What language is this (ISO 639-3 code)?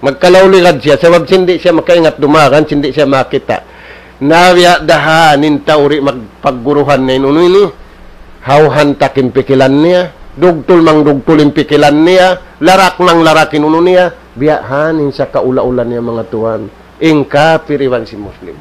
tsg